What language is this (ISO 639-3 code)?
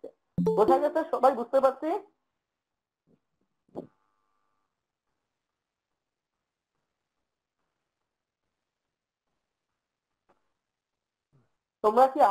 ben